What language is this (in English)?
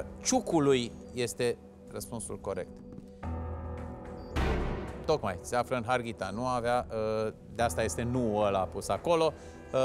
Romanian